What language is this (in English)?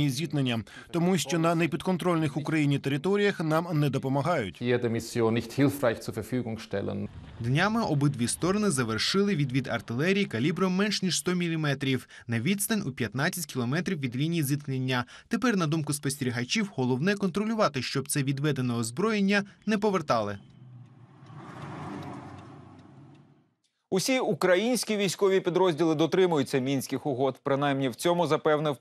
Ukrainian